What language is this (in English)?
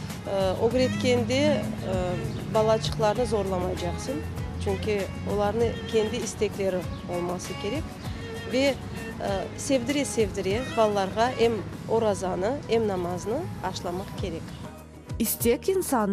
Crimean Tatar